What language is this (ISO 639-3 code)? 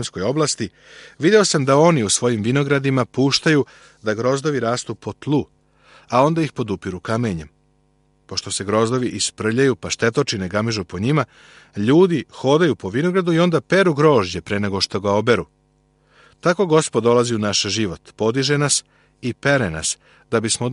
srp